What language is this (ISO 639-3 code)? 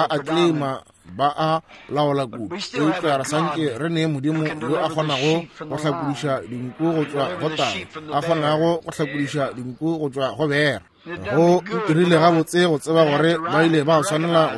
nso